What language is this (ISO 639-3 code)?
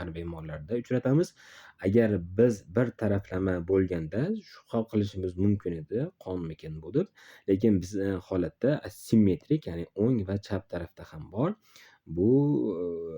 uzb